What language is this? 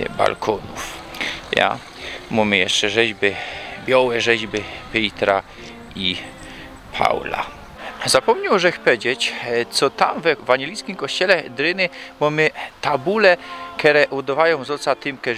Silesian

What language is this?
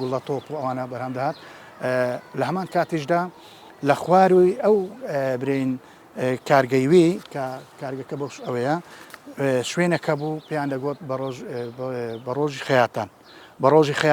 Central Kurdish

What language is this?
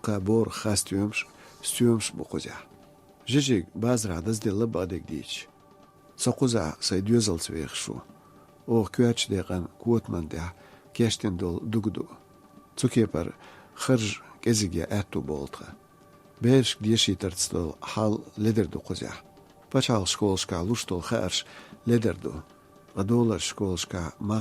Chechen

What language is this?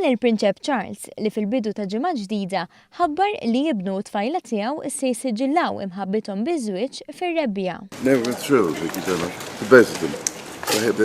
Maltese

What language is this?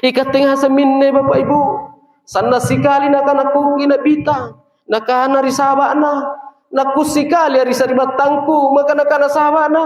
Makasar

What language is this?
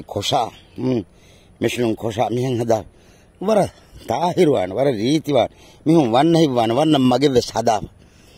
Divehi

